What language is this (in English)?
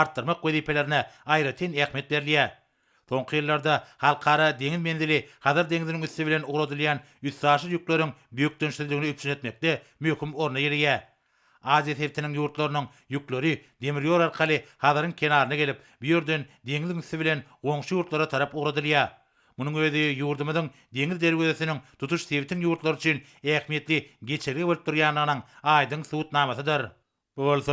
Turkmen